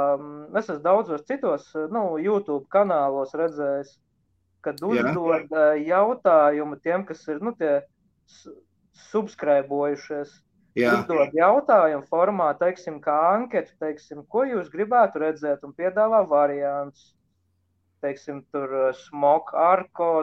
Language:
Latvian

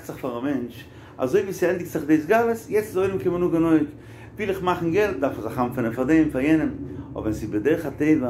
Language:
Yiddish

